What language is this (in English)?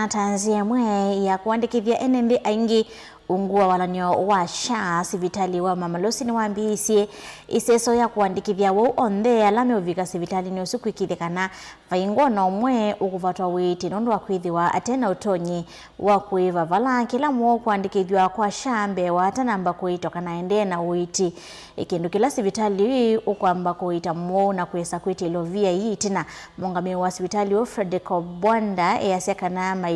Kamba